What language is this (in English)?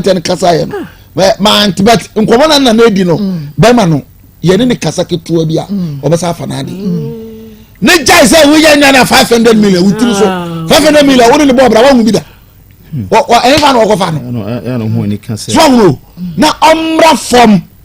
Akan